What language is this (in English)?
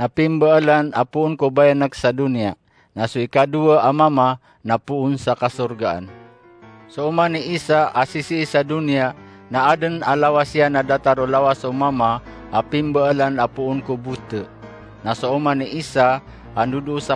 Maranao